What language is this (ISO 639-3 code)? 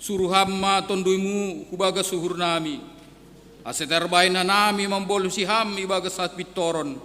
bts